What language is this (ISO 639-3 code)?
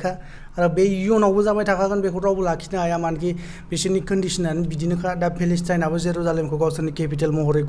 brx